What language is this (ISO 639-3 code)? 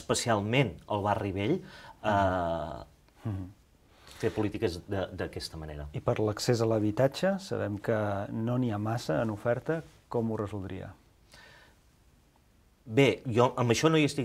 cat